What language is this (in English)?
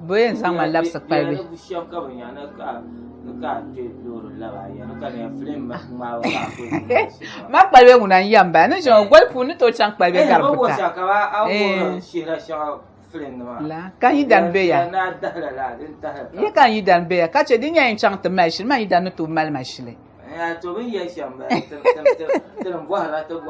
Dagbani